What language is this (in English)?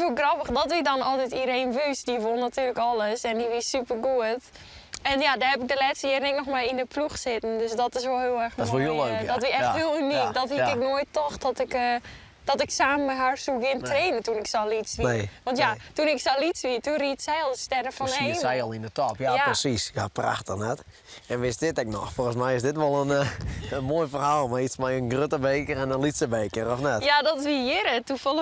Western Frisian